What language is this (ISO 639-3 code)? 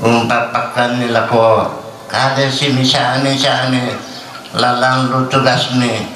sda